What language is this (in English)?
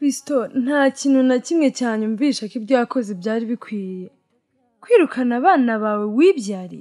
Kinyarwanda